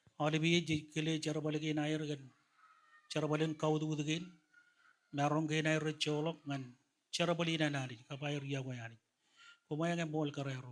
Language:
Marshallese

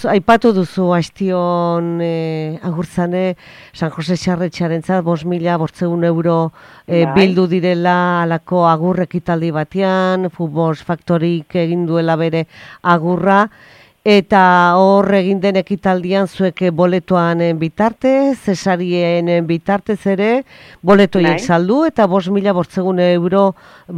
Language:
Basque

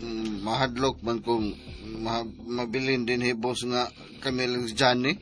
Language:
Cebuano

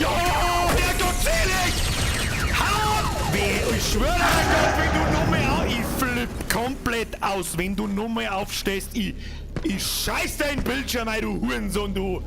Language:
Bavarian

